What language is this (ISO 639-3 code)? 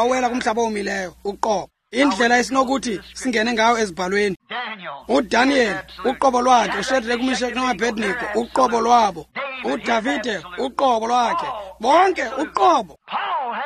xho